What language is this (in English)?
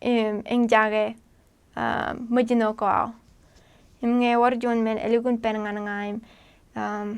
Marshallese